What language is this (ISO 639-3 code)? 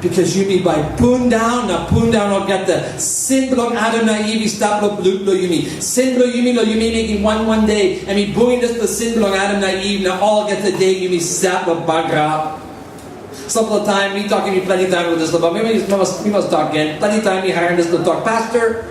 tpi